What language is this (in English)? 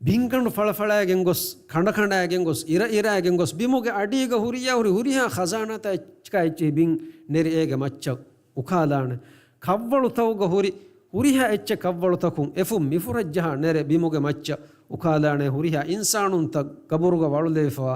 Divehi